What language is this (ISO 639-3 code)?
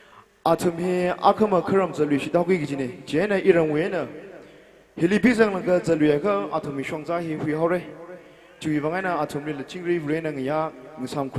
nmf